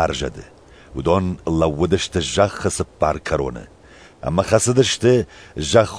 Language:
Ossetic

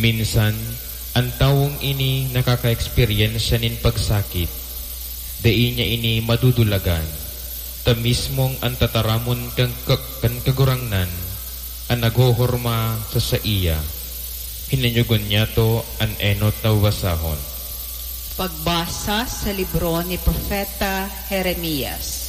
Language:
Bikol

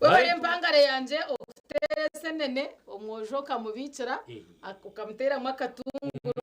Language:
Nyankole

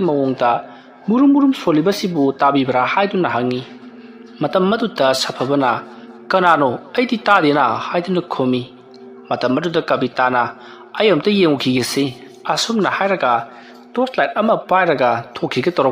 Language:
Manipuri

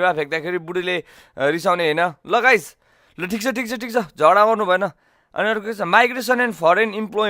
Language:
Nepali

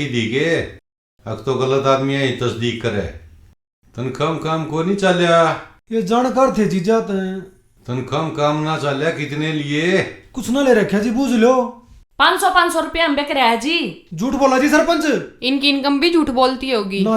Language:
Haryanvi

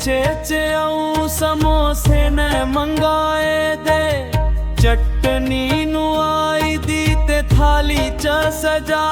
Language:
Dogri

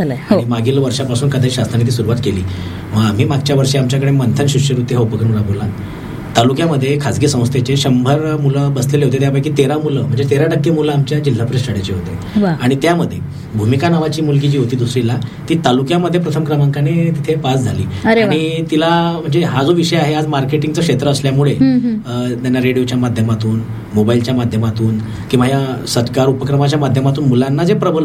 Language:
Marathi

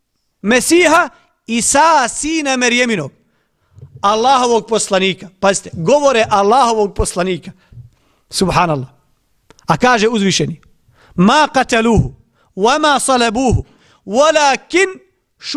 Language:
Bosnian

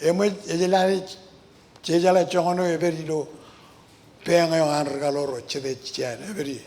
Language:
Marshallese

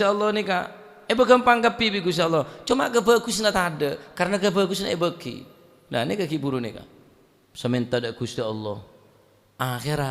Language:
Madurese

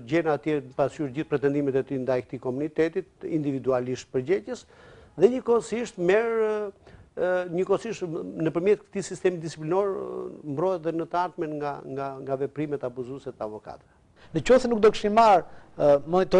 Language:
Albanian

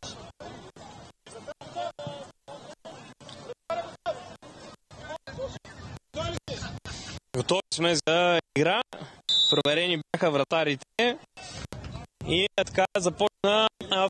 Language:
Bulgarian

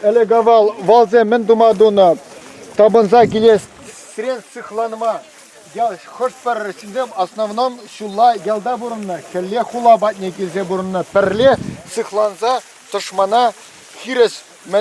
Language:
Chuvash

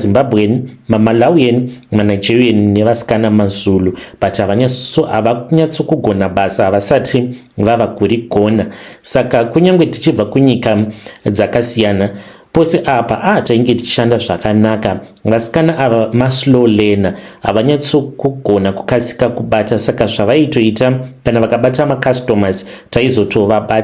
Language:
Shona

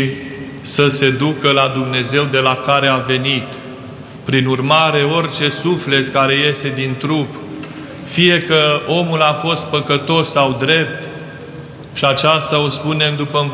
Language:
Romanian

